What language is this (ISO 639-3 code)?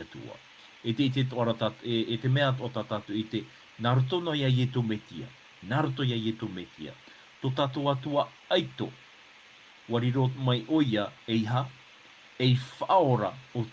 tah